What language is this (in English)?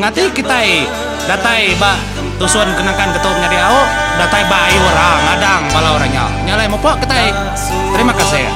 Iban